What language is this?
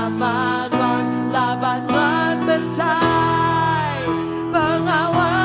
Iban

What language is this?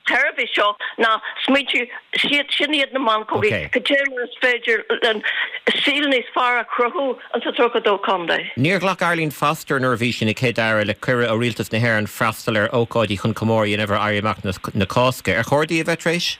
Irish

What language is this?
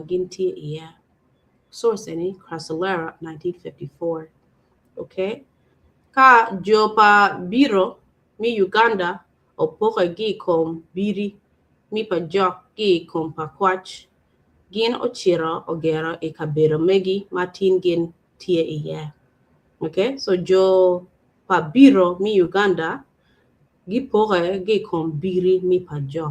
Acoli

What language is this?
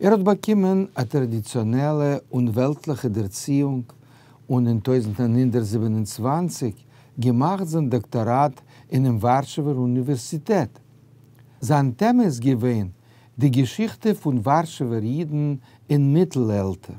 Yiddish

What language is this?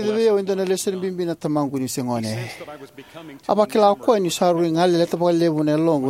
Fijian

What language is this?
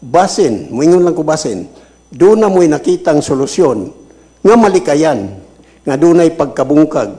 Cebuano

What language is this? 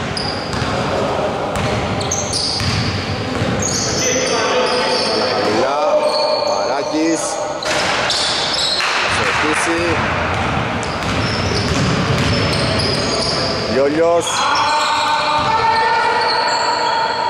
Greek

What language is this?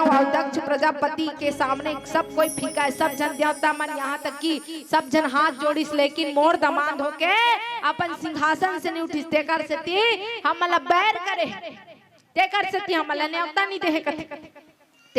Chhattisgarhi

